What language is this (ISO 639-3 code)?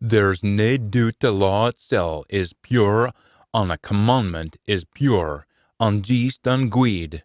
sco